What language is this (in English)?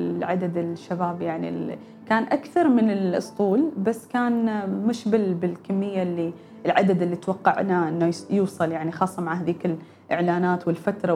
Gulf Arabic